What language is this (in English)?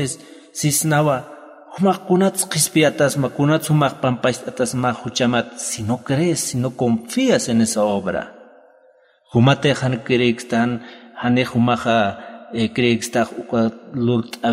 Aymara